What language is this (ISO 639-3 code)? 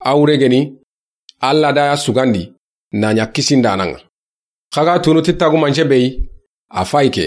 snk